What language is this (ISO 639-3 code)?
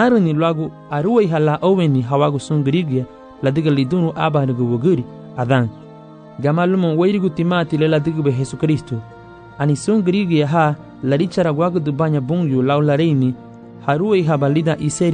cab